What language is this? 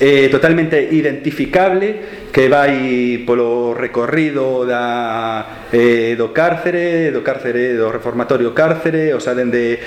Galician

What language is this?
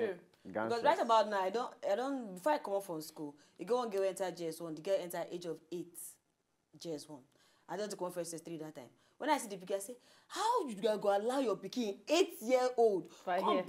Nigerian Pidgin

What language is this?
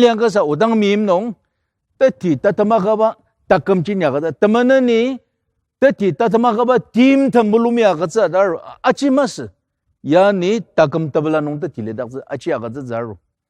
Ao Naga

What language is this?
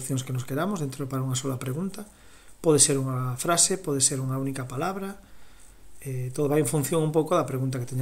Galician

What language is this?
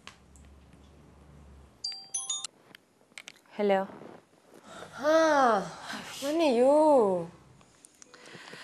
Malay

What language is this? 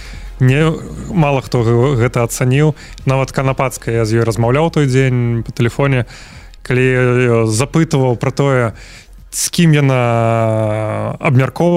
Belarusian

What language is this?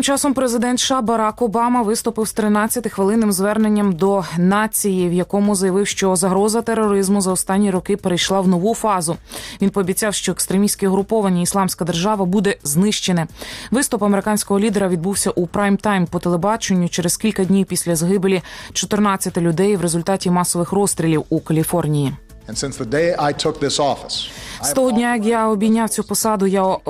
Ukrainian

